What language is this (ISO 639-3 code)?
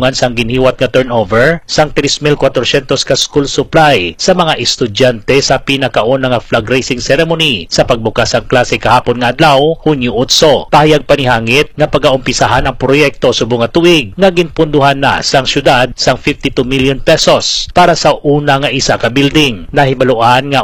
hil